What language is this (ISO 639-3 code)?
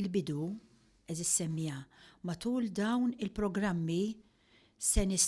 mlt